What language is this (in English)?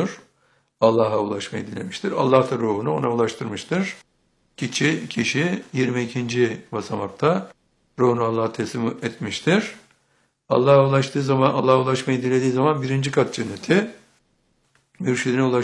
Turkish